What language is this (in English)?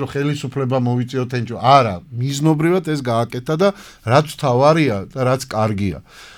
Georgian